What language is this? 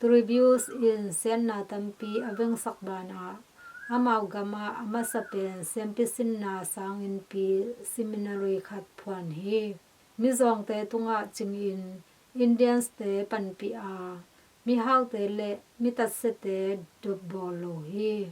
Tedim Chin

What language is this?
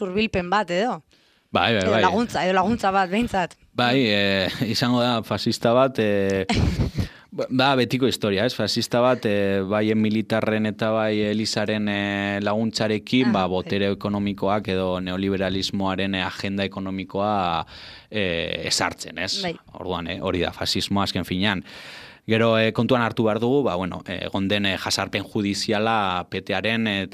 Basque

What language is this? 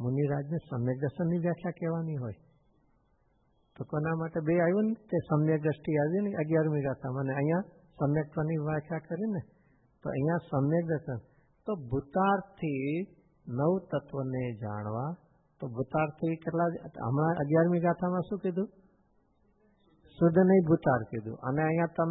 Gujarati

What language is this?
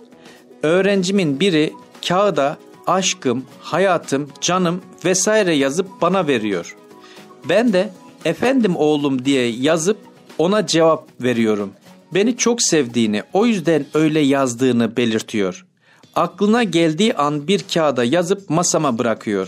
Turkish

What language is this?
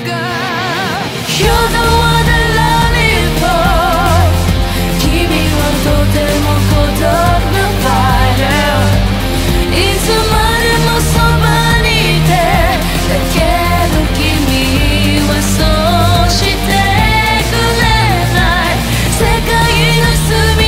Japanese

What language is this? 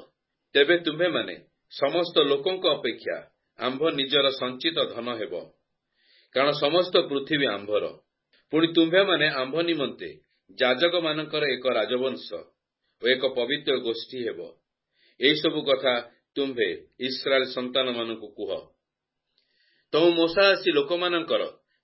Odia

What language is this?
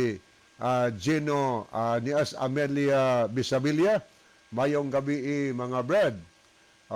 Cebuano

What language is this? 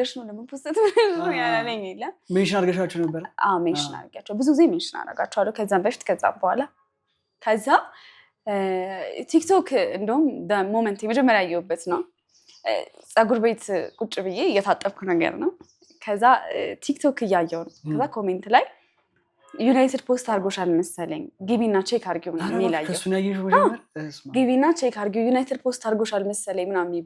Amharic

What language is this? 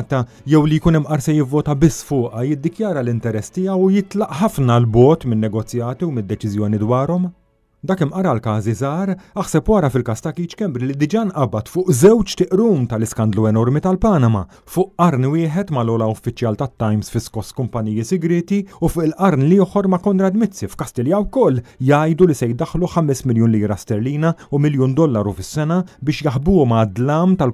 Maltese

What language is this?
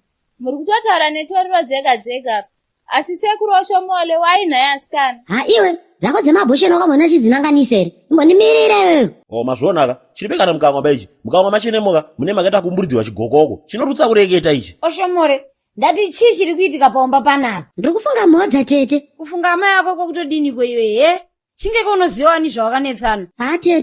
Shona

